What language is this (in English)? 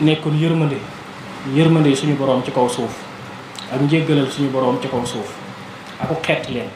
Wolof